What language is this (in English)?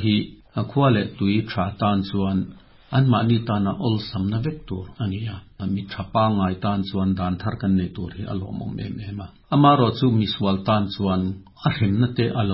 Mizo